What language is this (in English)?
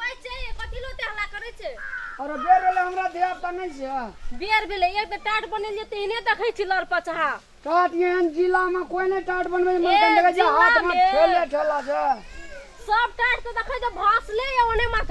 Maithili